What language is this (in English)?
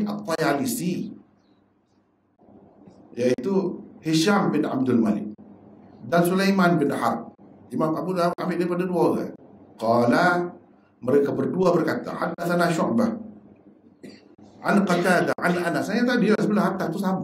Malay